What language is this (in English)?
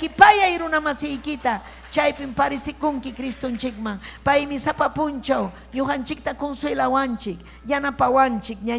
Ayacucho Quechua